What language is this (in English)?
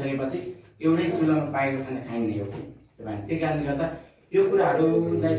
Nepali